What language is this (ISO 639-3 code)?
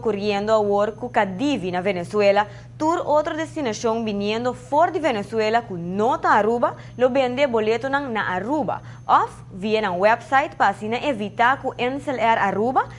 pap